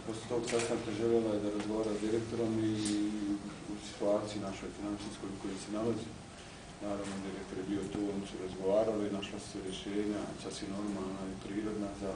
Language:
Bosnian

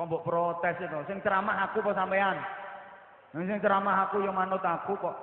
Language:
Javanese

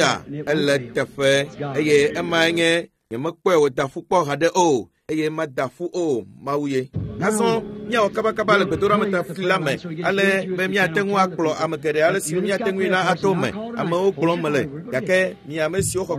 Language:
Ewe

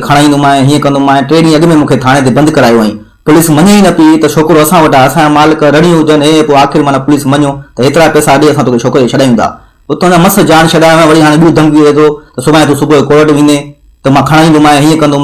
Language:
Sindhi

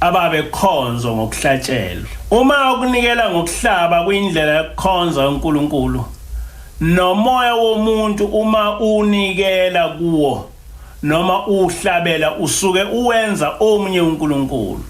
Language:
Zulu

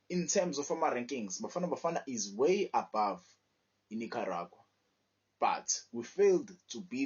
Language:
Zulu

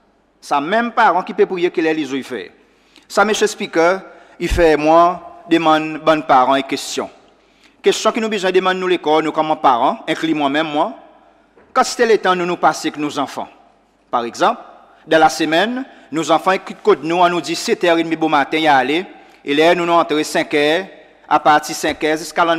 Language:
Seselwa Creole French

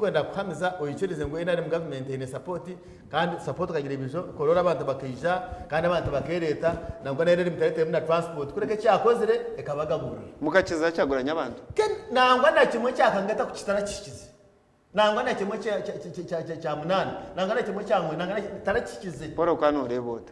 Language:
Nyankole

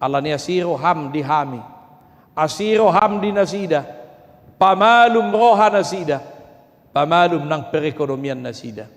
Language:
Batak Toba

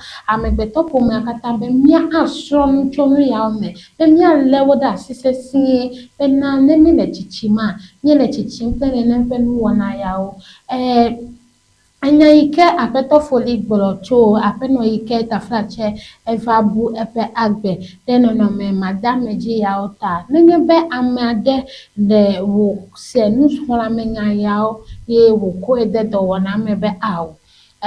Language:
Ewe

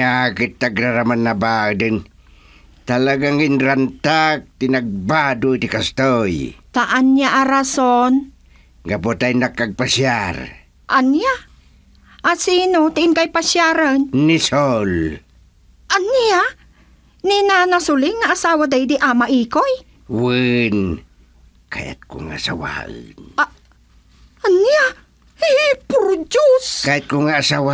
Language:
Iloko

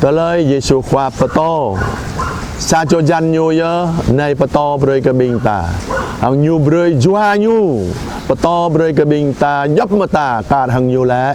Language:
Jarai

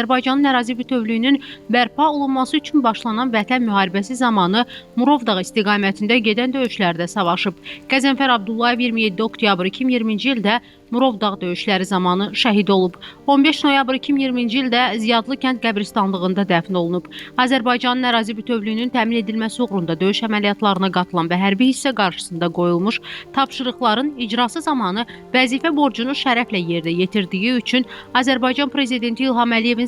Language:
Azerbaijani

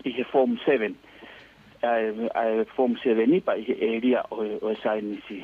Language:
Tongan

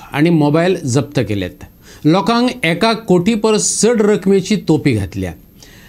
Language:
Konkani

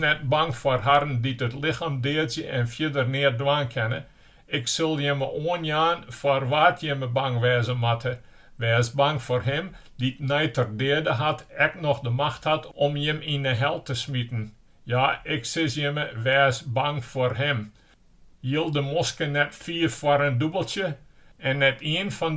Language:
Western Frisian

